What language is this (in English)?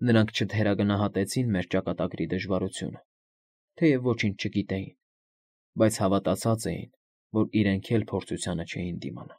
Armenian